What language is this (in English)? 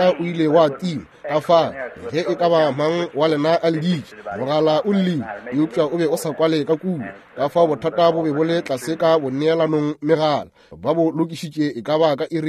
Northern Sotho